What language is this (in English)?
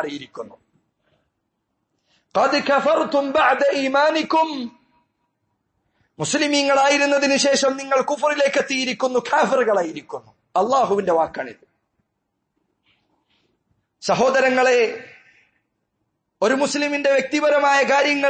Malayalam